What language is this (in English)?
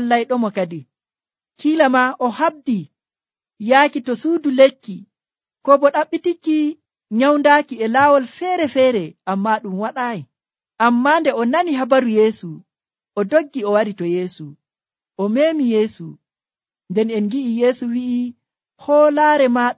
Nigerian Fulfulde